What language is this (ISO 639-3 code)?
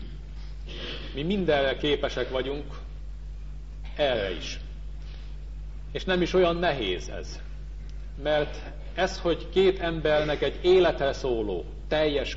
hun